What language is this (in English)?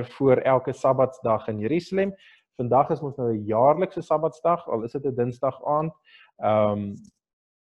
Afrikaans